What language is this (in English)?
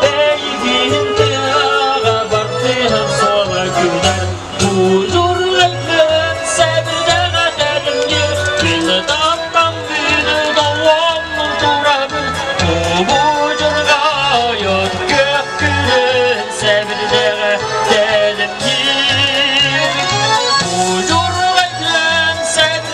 Yakut